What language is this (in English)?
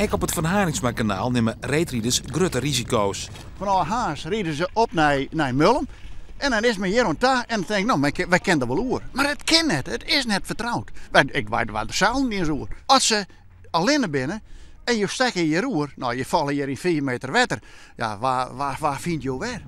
Western Frisian